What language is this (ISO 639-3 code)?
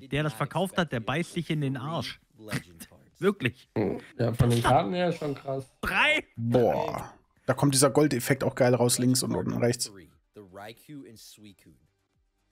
deu